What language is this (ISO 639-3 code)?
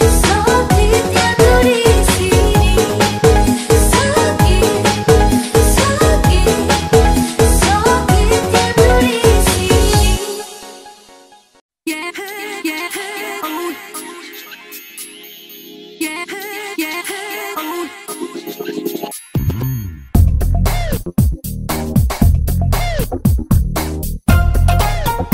ind